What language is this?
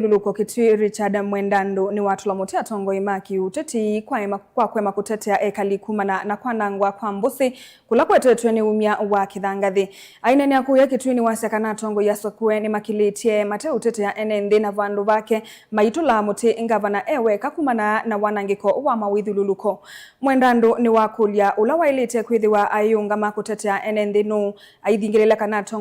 Kamba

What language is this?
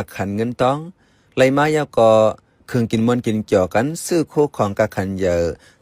Shan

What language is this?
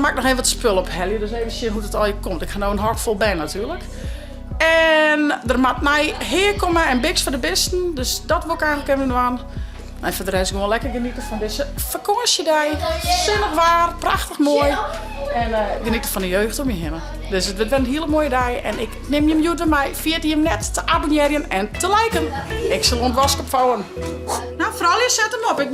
Western Frisian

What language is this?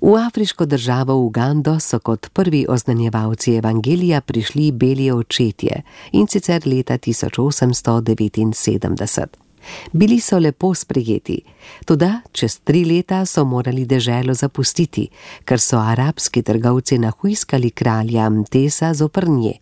Slovenian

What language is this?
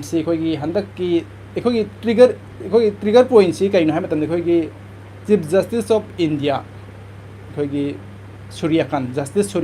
Manipuri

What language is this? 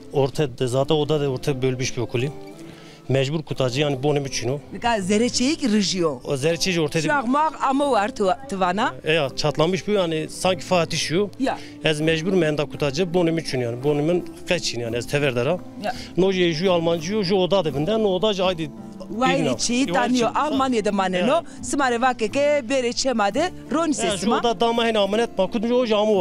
Zaza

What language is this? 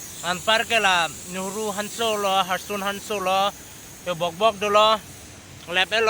Karbi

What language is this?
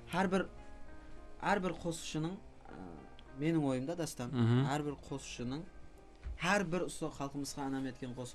Kara-Kalpak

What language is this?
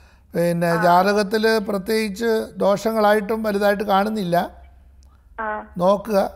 Malayalam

